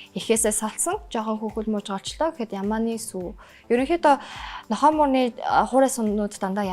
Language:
Mongolian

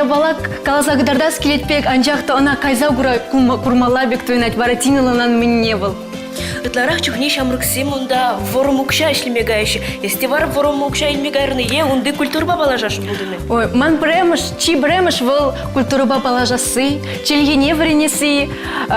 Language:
Chuvash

